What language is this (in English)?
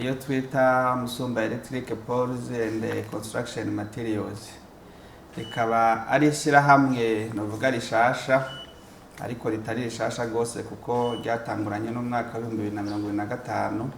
Rundi